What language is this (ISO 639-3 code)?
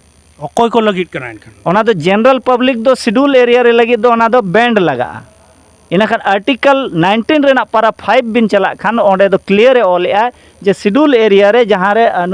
sat